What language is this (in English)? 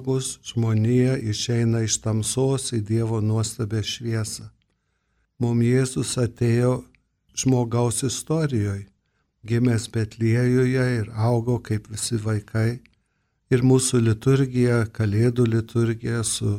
Lithuanian